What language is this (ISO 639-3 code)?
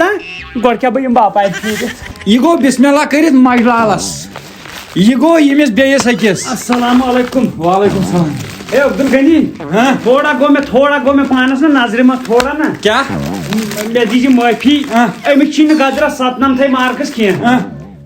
kas